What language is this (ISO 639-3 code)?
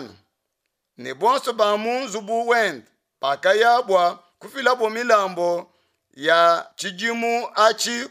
lua